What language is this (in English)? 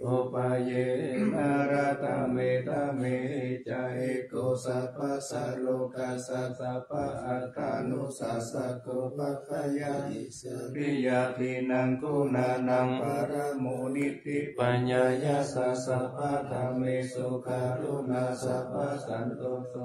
Pali